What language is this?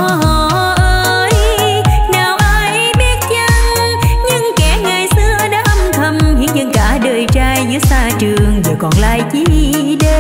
Vietnamese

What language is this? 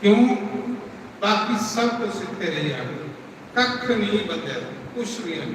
Dogri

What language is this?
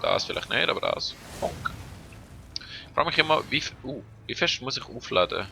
Swiss German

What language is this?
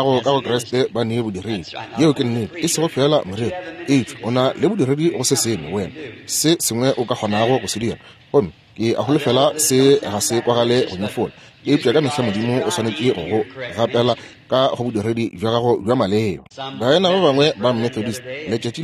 Northern Sotho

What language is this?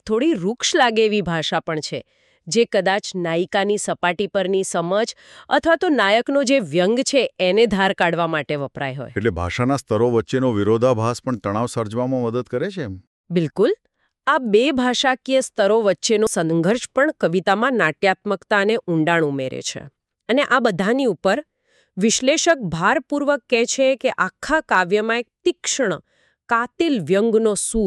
Gujarati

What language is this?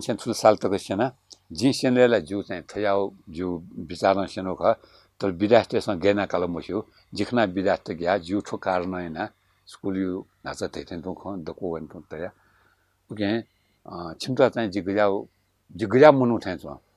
Newari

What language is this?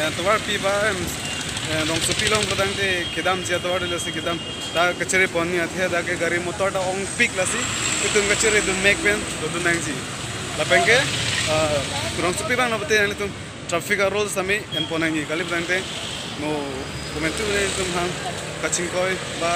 Karbi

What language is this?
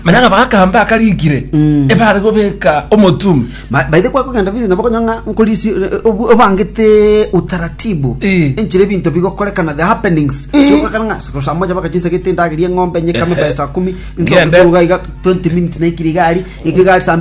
Gusii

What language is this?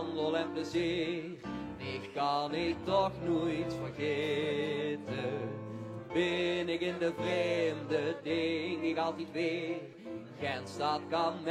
Limburgish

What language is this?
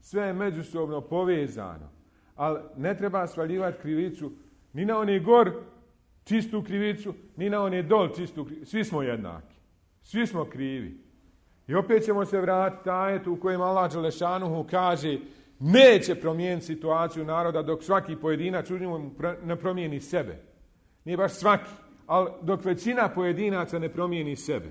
Bosnian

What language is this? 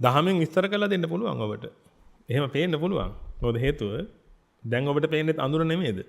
Sinhala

